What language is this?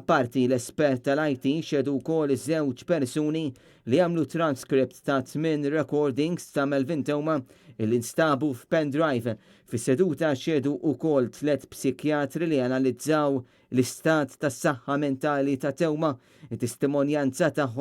Maltese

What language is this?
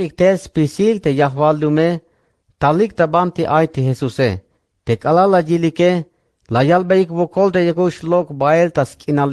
Tzeltal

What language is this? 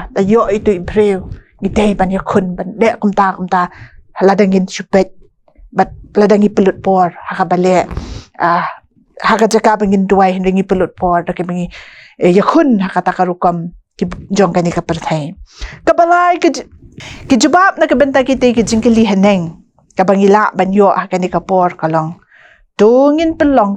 Khasi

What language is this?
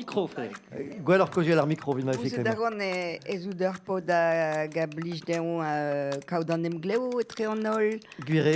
Breton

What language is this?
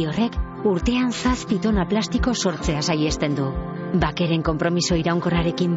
Basque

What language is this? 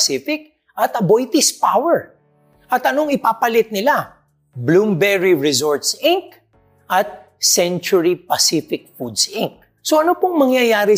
Filipino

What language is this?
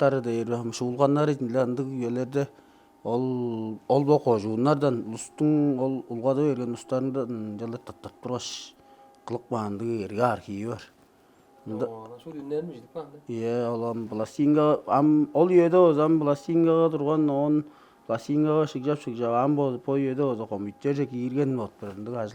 Tuvinian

